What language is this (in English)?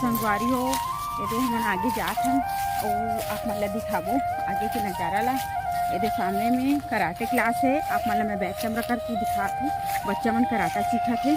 Chhattisgarhi